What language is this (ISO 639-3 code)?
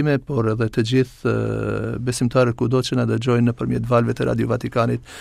sqi